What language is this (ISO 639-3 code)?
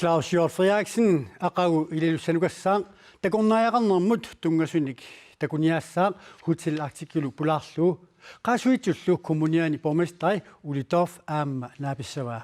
kal